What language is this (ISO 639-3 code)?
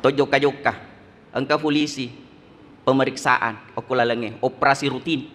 bug